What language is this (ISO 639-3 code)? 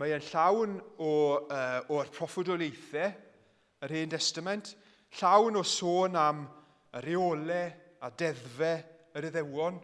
cym